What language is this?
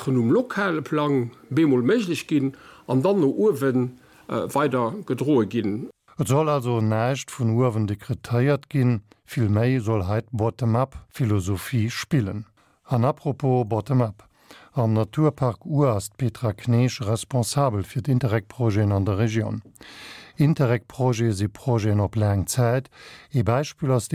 Luxembourgish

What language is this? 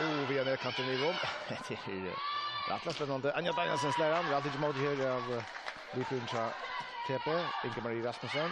Faroese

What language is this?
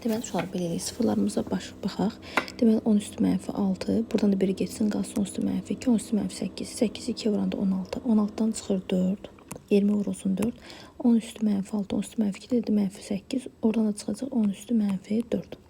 Azerbaijani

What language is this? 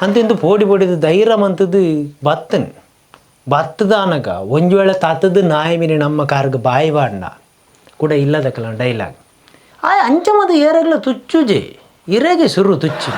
Tulu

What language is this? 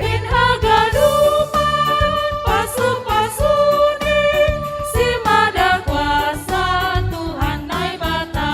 Batak Simalungun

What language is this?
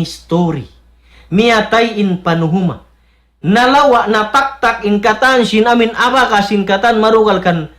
Tausug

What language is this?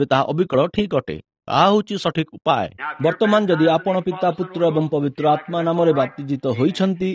Odia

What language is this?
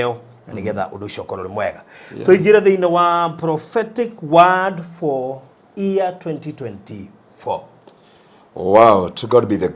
Kikuyu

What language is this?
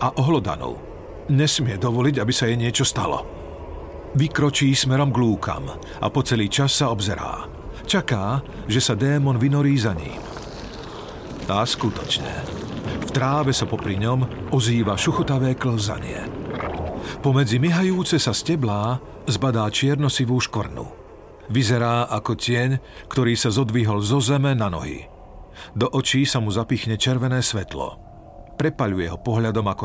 Slovak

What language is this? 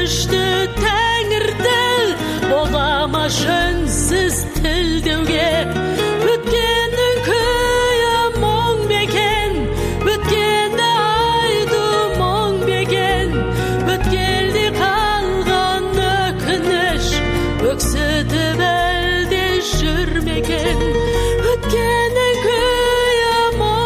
Kazakh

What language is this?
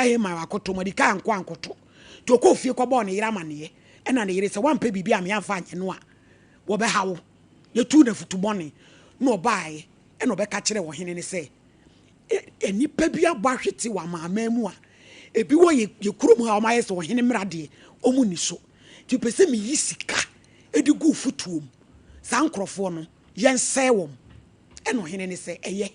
Akan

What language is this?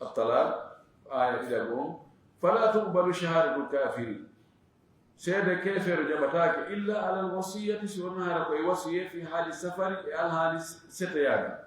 Fula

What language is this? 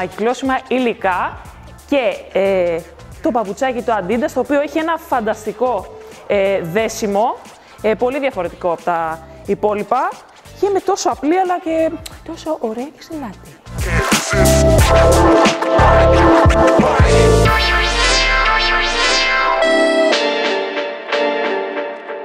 Greek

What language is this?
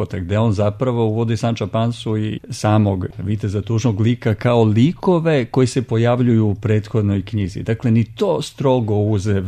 Serbian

